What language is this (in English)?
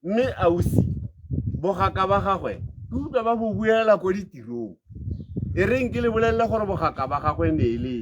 Tswana